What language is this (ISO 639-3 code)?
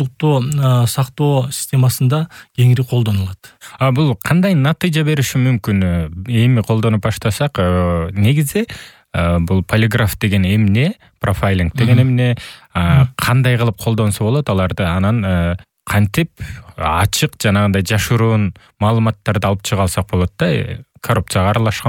kir